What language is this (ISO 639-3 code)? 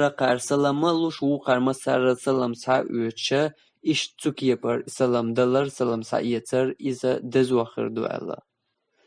che